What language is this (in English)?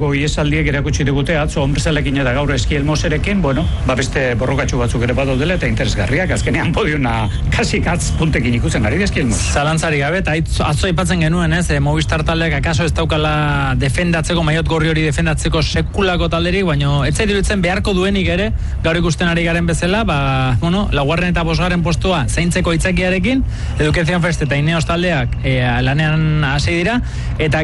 Basque